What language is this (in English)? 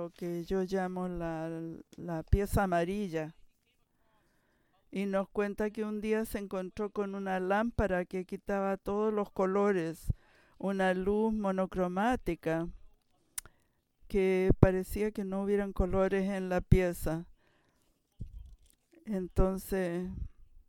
Spanish